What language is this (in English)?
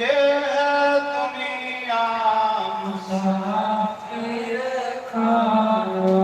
Dogri